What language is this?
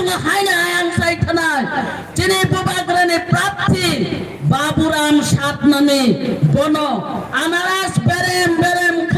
Kok Borok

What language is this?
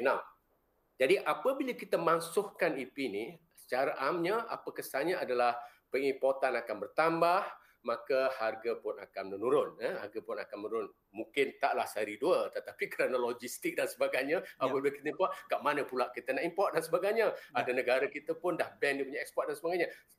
Malay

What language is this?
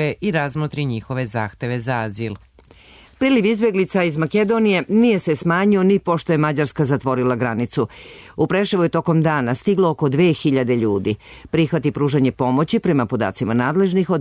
Serbian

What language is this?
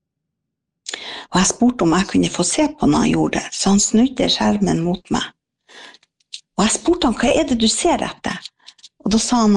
Norwegian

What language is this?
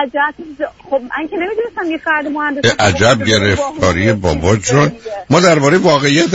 Persian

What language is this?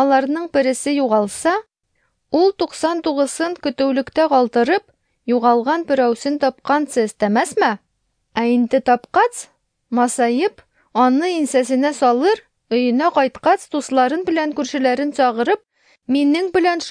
Tatar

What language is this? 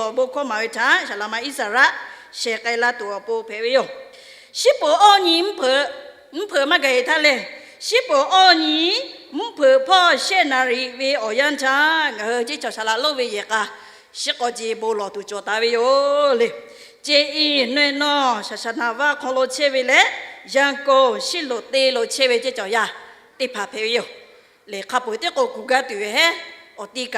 Lahu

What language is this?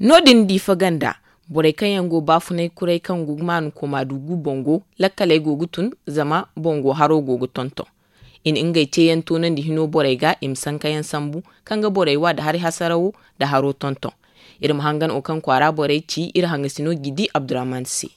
Zarma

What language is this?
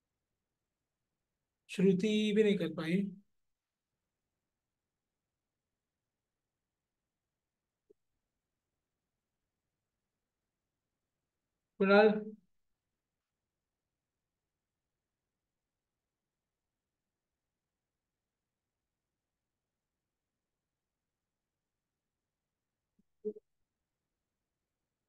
Hindi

